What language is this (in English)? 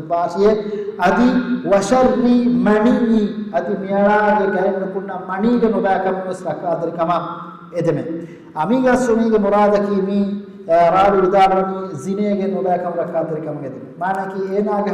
Divehi